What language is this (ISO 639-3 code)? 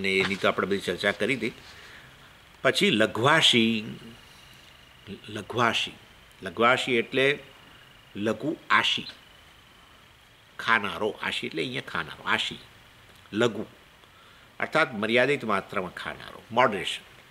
guj